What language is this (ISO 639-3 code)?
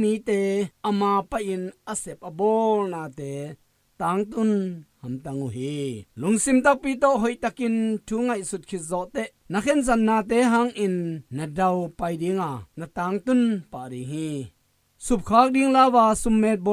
ctd